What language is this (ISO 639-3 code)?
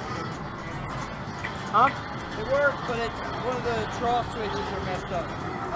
eng